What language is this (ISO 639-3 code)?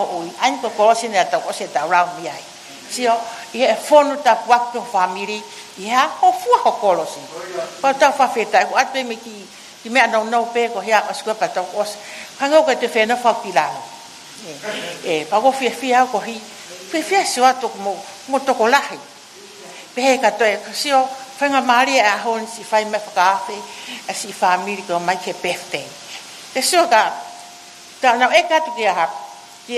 ton